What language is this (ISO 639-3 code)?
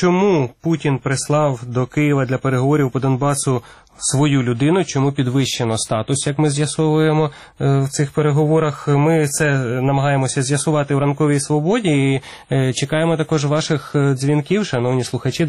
ukr